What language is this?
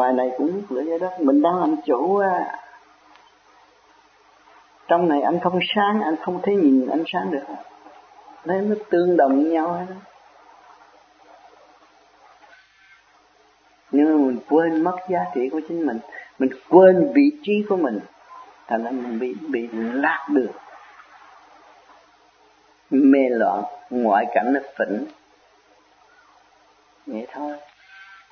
Vietnamese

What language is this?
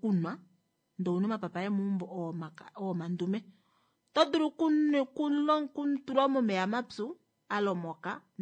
Kuanyama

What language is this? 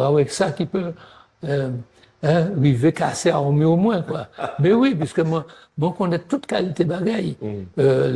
Guadeloupean Creole French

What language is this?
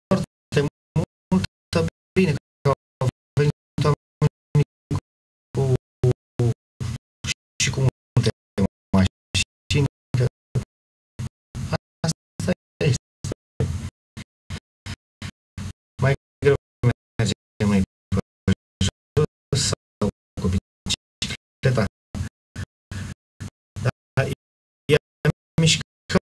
Romanian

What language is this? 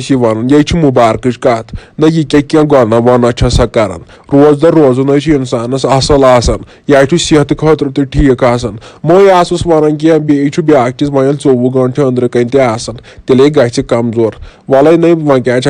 Kashmiri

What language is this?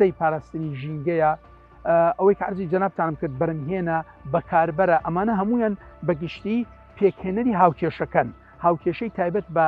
Central Kurdish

